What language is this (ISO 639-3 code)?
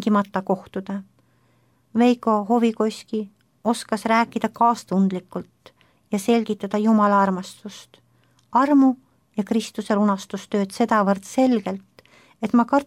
est